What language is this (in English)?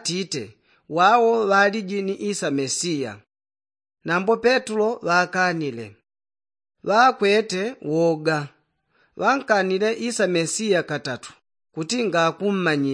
Yao